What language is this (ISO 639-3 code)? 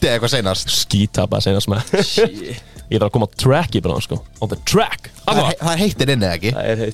isl